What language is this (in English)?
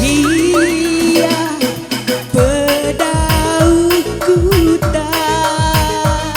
Batak Karo